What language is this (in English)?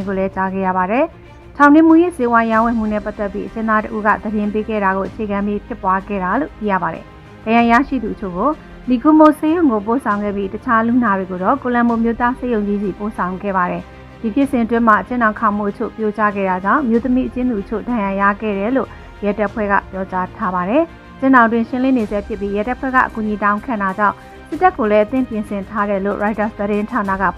Burmese